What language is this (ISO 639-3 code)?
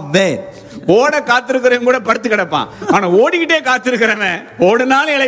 tam